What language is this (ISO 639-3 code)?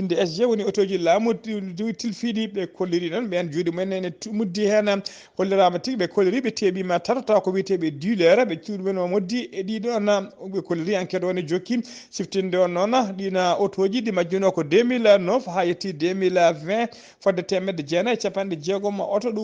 ful